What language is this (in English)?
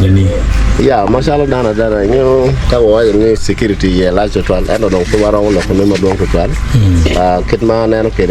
Acoli